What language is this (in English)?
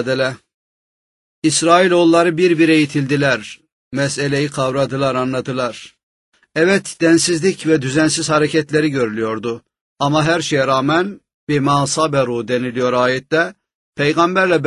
Turkish